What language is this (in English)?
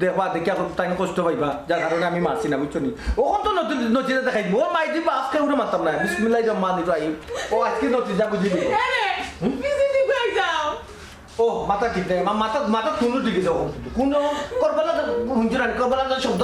Sylheti